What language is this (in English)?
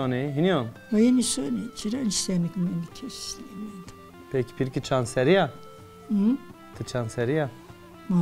Zaza